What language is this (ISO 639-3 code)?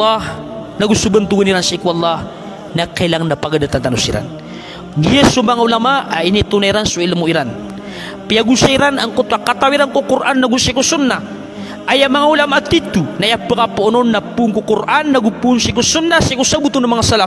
mrw